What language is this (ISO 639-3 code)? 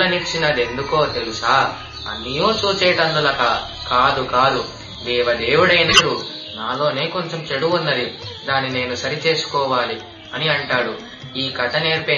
tel